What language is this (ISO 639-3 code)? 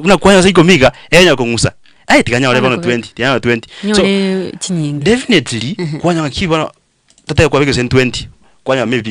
guz